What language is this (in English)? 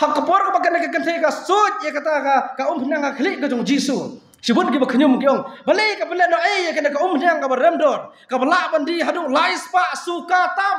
Khasi